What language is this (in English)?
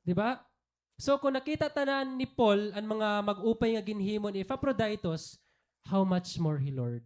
Waray